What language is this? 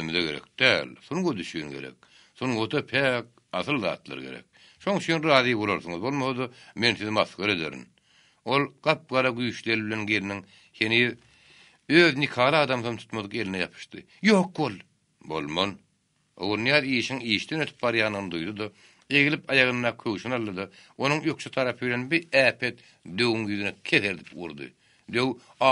Turkmen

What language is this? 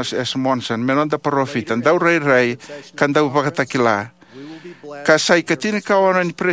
Fijian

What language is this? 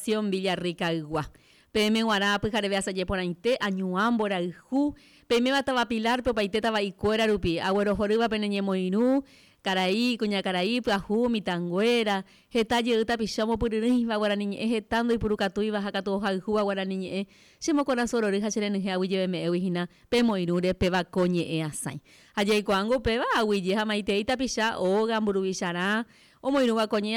Guarani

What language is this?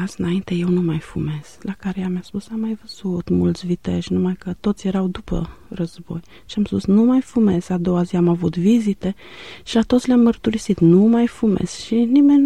Romanian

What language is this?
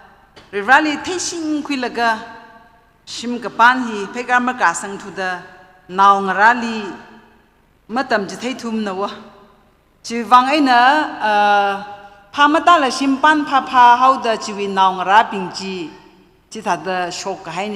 Tangkhul Naga (India)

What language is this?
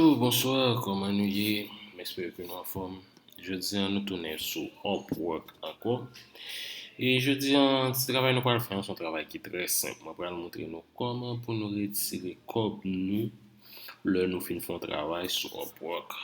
Haitian Creole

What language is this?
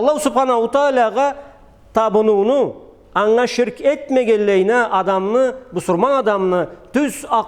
Karachay-Balkar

